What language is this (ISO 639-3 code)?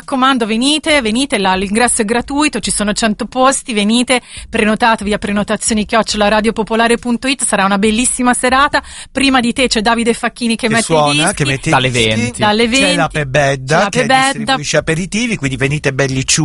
ita